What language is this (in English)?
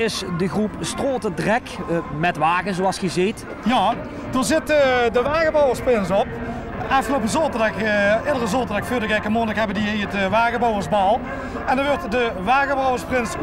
Limburgish